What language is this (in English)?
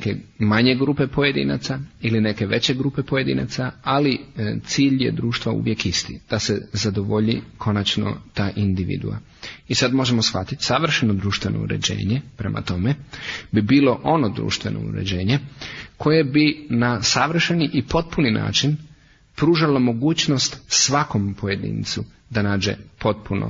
Croatian